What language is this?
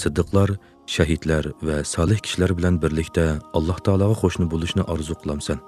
Uyghur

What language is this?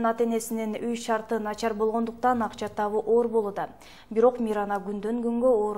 Kyrgyz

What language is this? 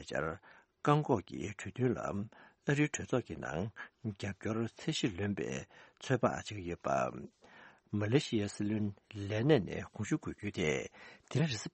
Tibetan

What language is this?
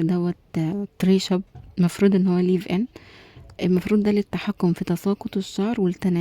Egyptian Arabic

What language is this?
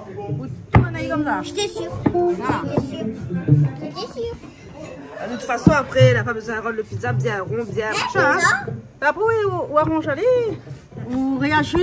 Réunion Creole French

